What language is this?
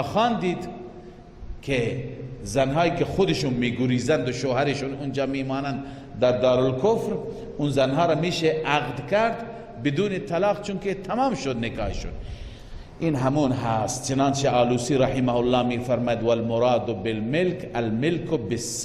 Persian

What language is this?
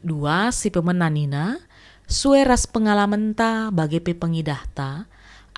Batak Karo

